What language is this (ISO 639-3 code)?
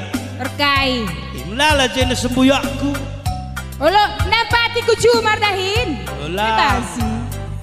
btx